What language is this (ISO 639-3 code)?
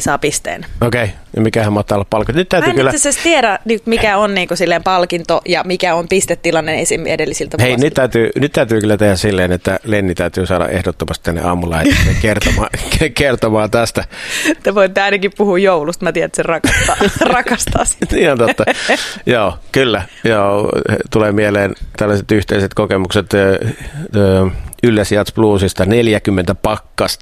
fin